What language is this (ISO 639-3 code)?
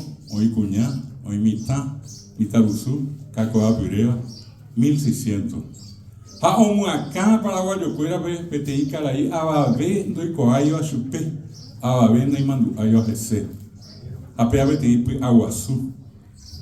grn